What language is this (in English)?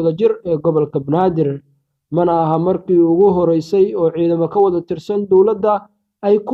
Somali